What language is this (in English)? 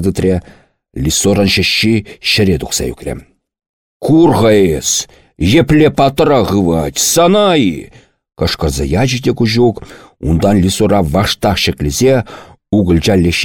Chuvash